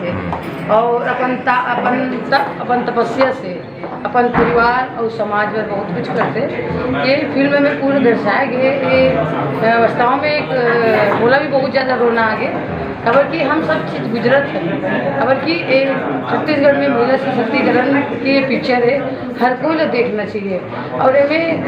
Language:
Chhattisgarhi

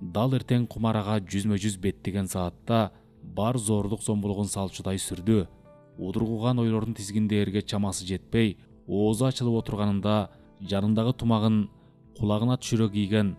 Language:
Kyrgyz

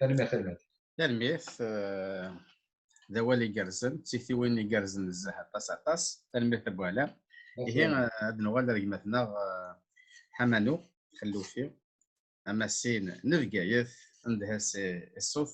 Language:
Kabyle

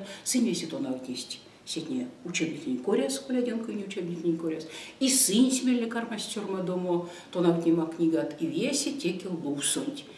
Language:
Erzya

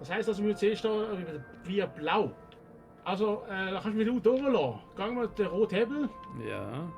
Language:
Swiss German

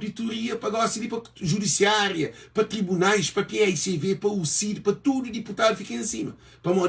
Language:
Kabuverdianu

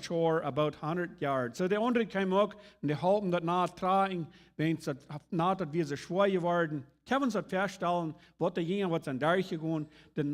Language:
Plautdietsch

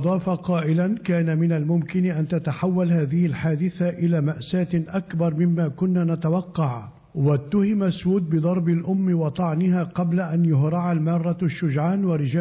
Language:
Arabic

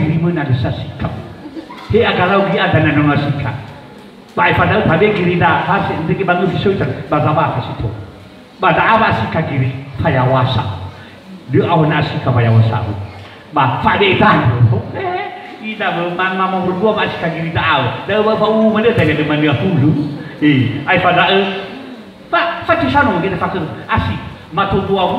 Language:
Nias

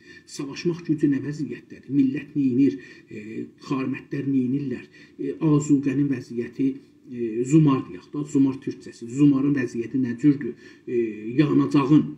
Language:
South Azerbaijani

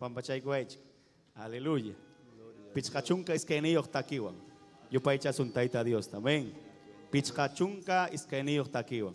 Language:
Ayacucho Quechua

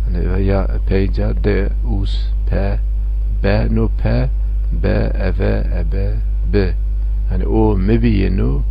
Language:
Zaza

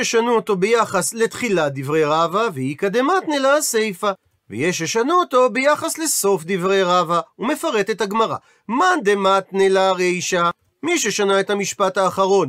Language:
Hebrew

